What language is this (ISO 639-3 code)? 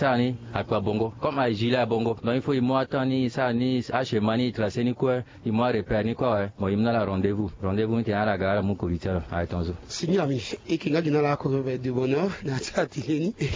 sag